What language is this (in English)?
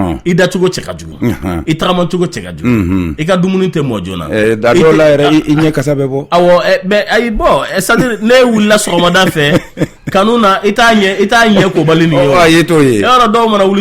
Bambara